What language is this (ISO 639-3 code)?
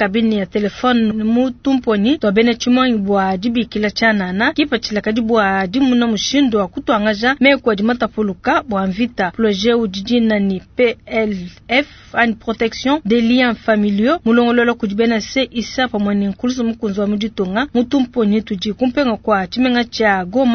lua